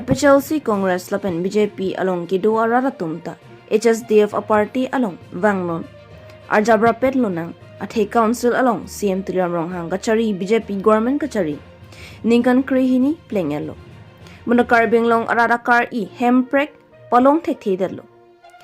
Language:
Karbi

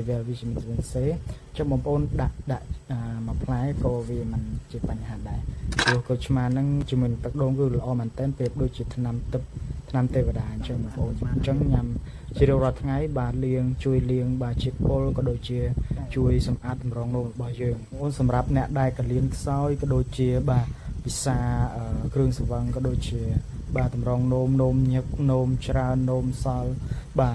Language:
Khmer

